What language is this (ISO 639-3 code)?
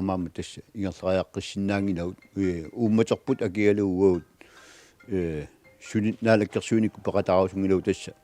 kal